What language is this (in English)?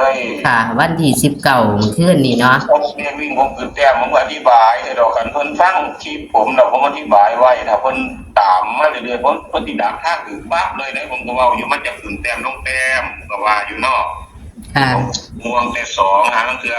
Northeastern Thai